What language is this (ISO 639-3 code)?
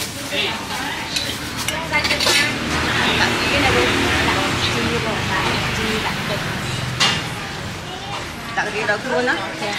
vie